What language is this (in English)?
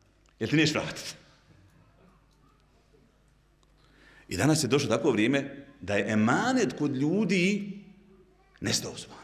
Bosnian